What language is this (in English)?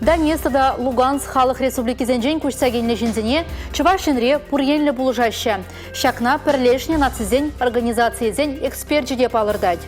Chuvash